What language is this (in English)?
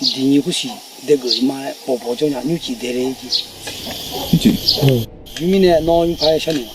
Akha